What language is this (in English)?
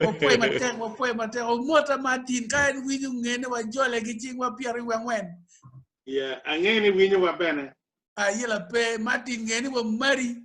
Acoli